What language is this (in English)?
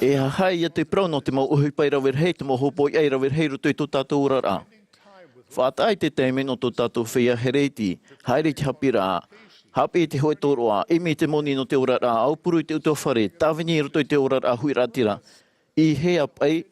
Tahitian